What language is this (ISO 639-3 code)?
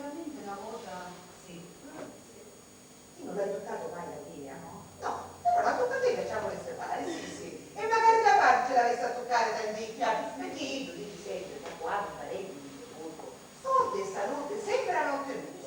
scn